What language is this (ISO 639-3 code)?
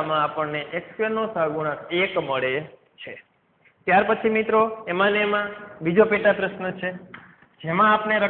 guj